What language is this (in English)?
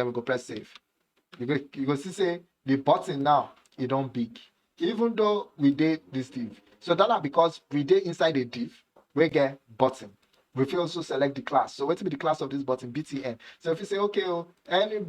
Nigerian Pidgin